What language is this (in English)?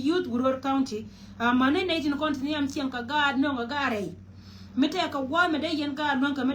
Nuer